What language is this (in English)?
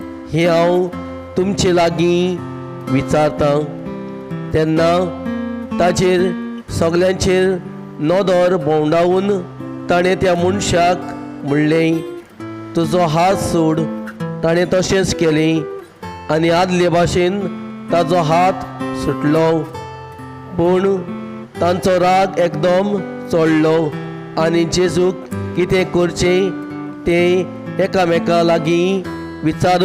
Konkani